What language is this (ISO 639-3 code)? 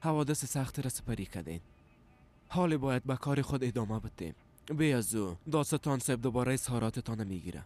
fas